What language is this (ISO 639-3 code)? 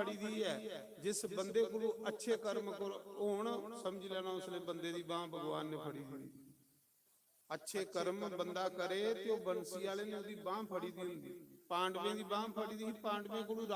doi